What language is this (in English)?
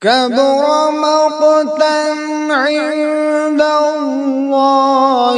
Kashmiri